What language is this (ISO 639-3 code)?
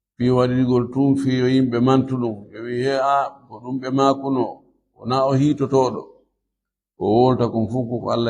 ful